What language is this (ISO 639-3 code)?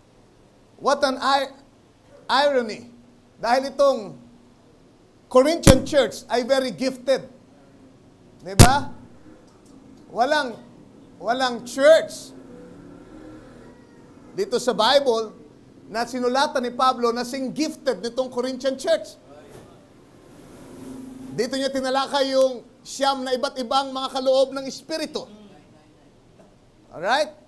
fil